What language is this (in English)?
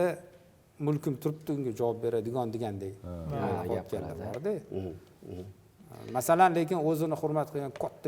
Uzbek